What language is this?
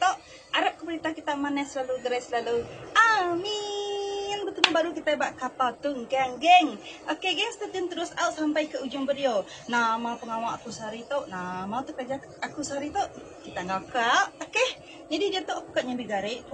Iban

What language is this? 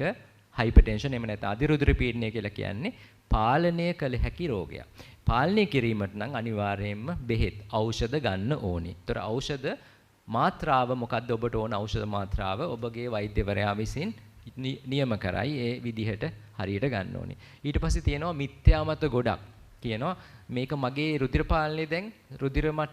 Sinhala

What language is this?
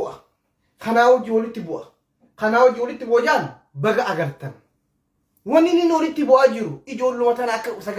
Oromo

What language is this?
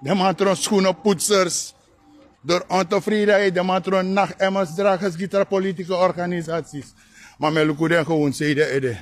Sranan Tongo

